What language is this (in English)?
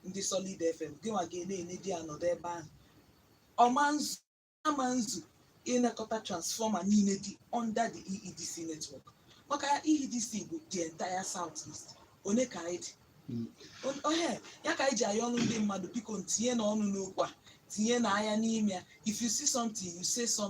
Igbo